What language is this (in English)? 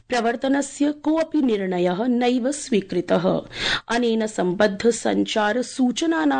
Sanskrit